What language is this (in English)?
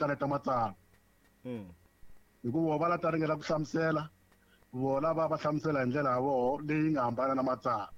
Tsonga